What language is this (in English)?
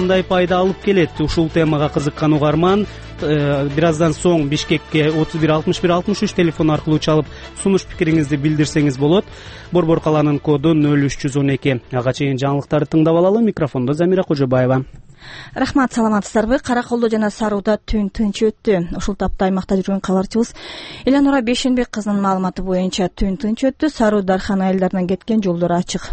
Kyrgyz